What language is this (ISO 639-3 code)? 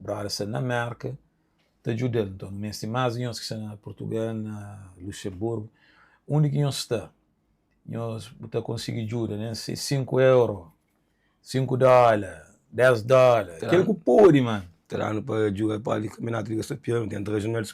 kea